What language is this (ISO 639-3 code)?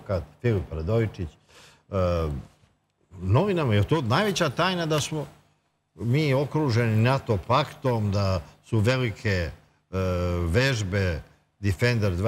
srp